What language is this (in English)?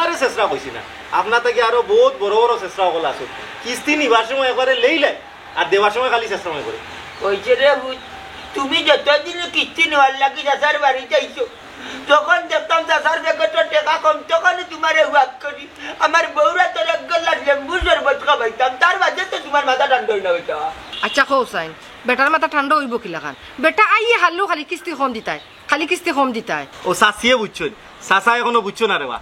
Sylheti